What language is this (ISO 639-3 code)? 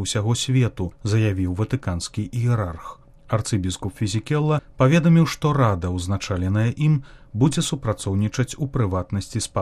bel